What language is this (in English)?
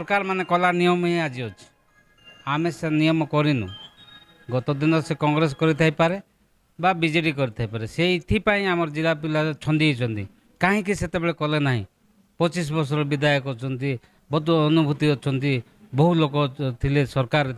Odia